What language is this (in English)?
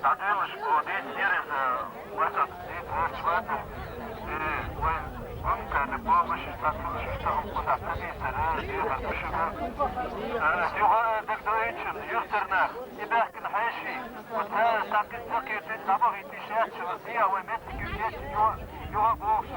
Chechen